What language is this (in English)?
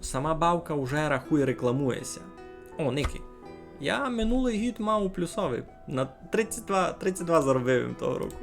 Rusyn